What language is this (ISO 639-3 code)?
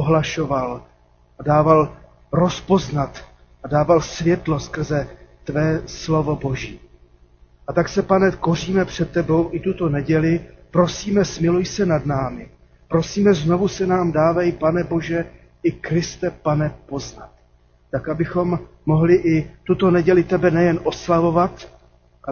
ces